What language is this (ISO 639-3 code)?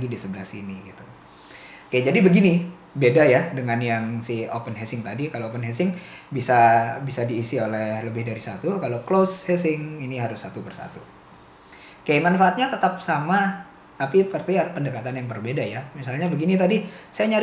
ind